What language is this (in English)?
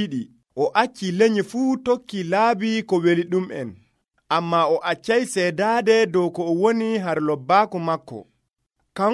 Nigerian Fulfulde